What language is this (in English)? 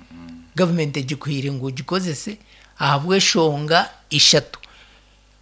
Nyankole